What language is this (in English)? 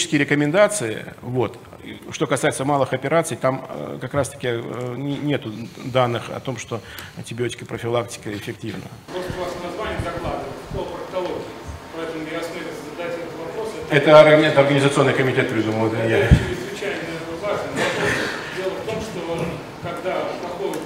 Russian